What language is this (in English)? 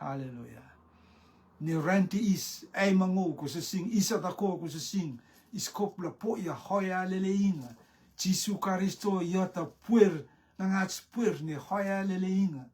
Rotuman